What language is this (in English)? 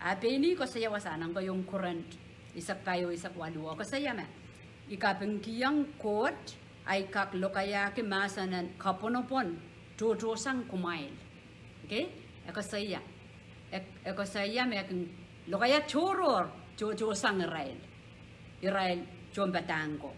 Pohnpeian